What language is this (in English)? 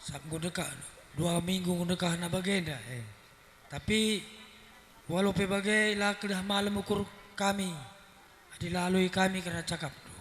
Batak Karo